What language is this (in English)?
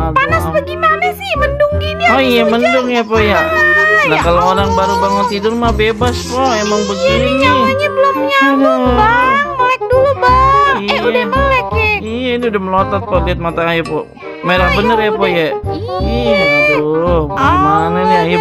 Betawi